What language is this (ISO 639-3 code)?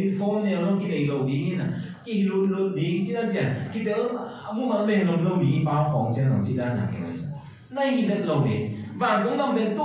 ctd